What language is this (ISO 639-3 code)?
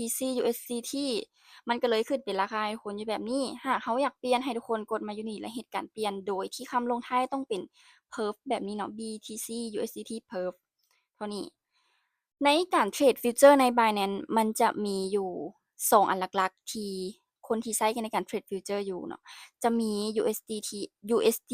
lao